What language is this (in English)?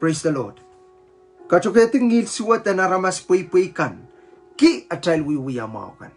Pohnpeian